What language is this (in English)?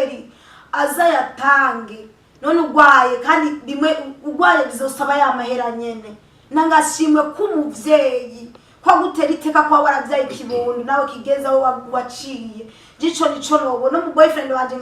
Rundi